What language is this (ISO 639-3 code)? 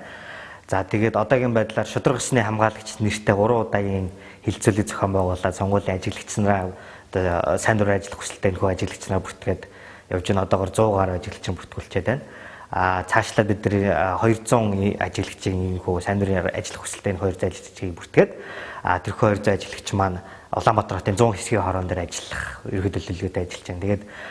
mon